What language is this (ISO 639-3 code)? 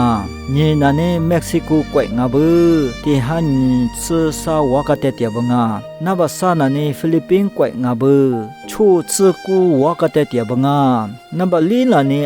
lis